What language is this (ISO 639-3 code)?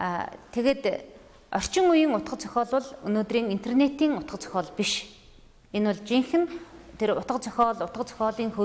mon